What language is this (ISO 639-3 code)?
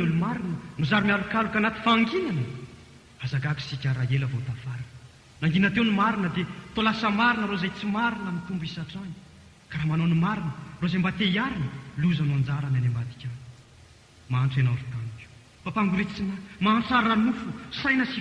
mlg